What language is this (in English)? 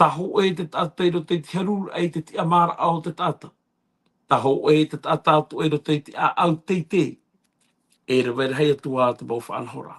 Tahitian